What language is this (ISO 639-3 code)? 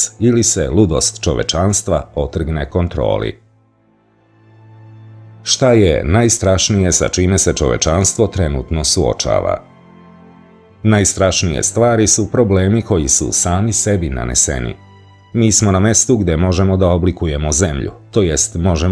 srp